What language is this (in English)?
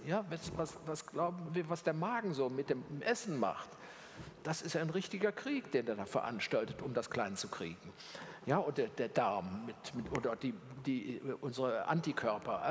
German